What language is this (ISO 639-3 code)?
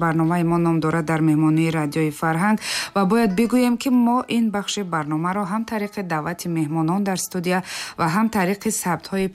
tgk